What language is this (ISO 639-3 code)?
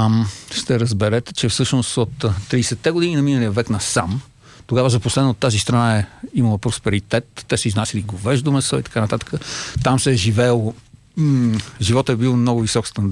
bul